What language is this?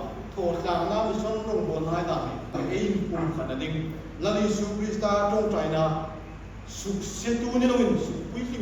Hmar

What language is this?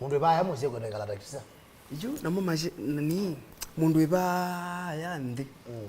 Kamba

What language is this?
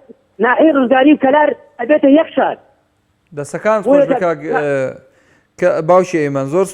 Central Kurdish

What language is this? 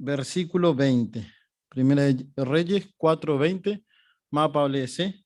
Guarani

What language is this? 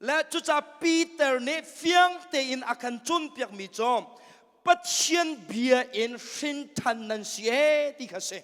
Hakha Chin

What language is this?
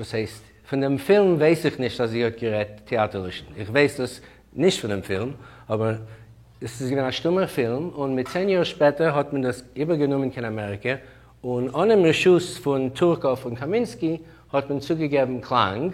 Yiddish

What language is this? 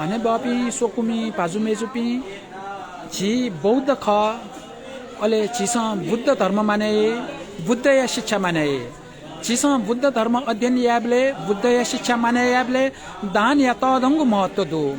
Newari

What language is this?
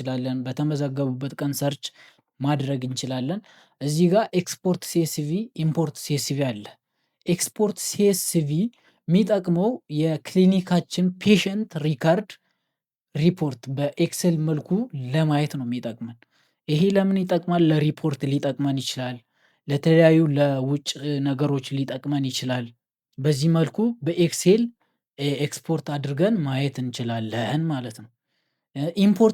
Amharic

